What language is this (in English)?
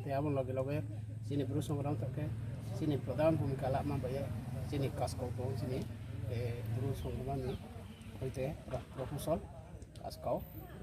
Riang (India)